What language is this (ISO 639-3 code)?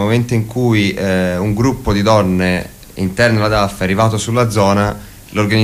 ita